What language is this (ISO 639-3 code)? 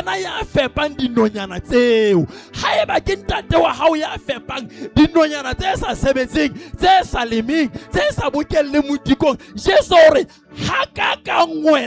sot